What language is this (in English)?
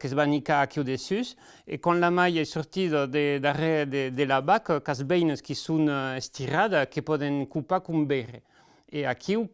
Occitan